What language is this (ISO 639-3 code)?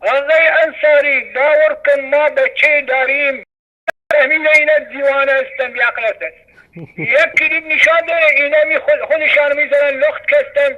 fas